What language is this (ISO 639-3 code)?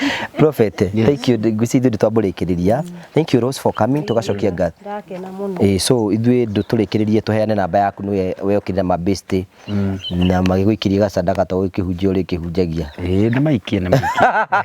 kik